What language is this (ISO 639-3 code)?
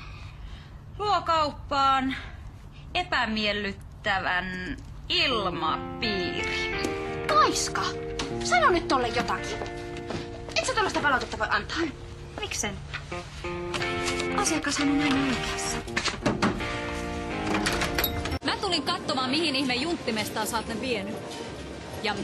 fin